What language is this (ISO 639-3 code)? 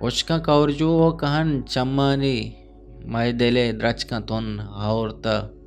bgp